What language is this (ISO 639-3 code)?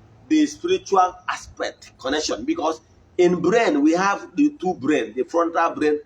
ibo